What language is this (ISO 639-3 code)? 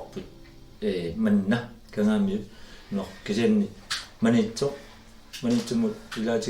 kal